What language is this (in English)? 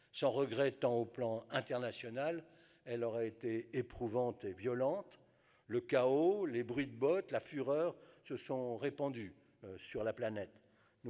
French